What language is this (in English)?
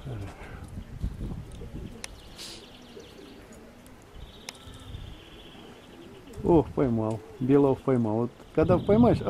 Russian